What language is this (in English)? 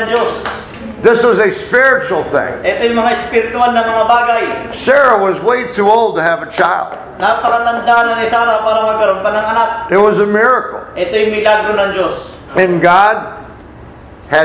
Filipino